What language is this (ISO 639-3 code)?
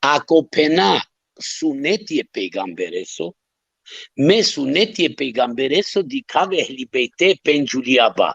rmn